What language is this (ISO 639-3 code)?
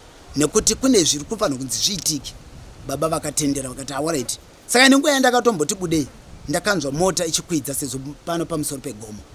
sna